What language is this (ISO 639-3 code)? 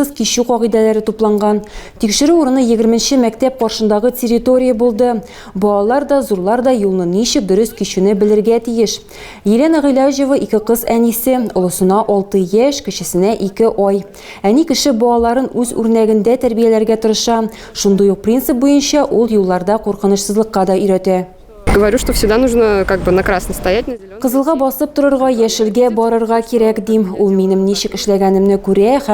tat